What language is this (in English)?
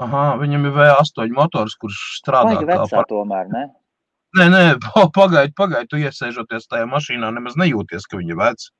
Latvian